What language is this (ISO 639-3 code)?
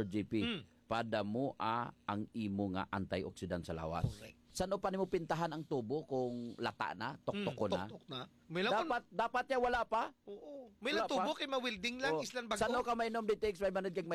hil